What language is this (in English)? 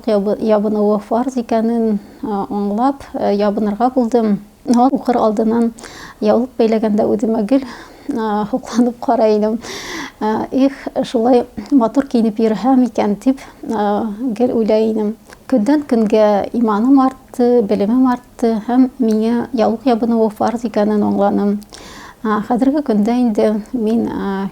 Bashkir